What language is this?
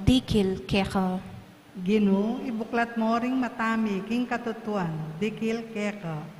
Pampanga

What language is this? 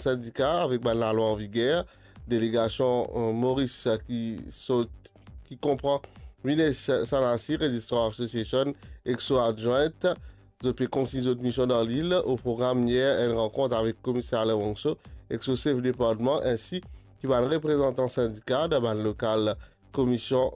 Morisyen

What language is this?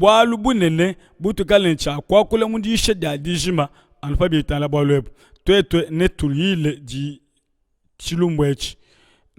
Luba-Lulua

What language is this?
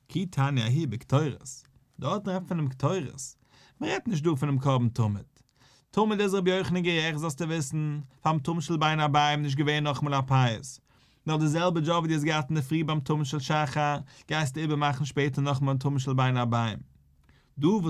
Yiddish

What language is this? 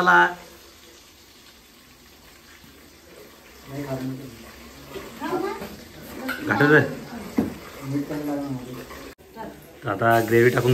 Marathi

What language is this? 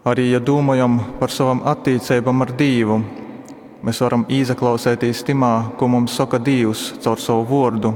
Latgalian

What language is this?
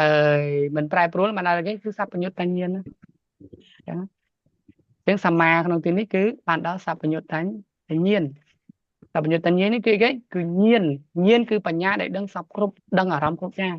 Khmer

